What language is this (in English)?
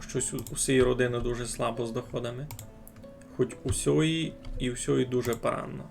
Rusyn